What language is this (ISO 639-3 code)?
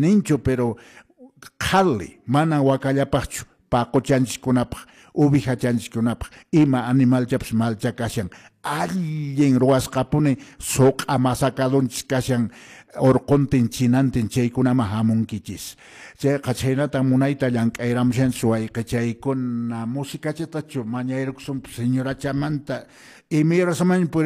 que